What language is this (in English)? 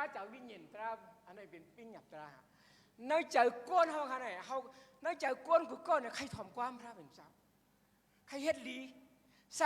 Shan